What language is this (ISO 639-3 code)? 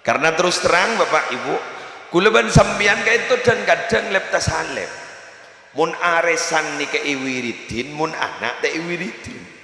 mad